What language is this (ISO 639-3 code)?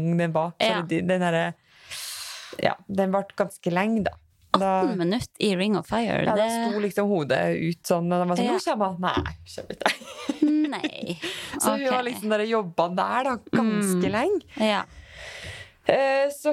nor